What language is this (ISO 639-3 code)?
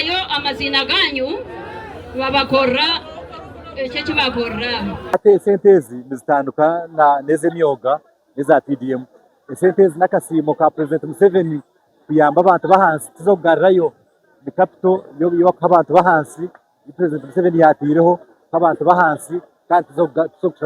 nyn